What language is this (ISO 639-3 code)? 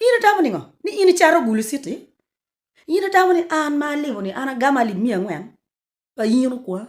ach